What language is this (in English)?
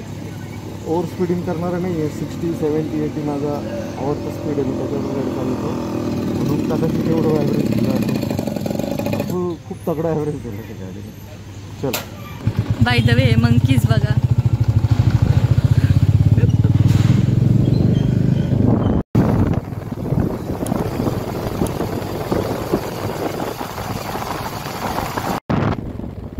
Marathi